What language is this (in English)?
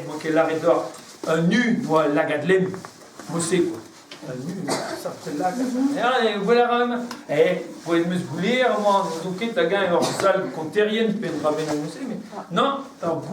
Breton